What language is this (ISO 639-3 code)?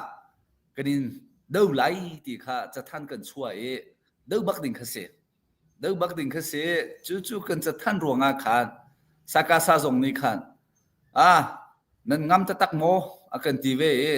cnh